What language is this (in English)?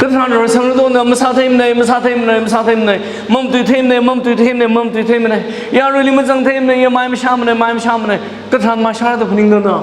Tangkhul Naga (India)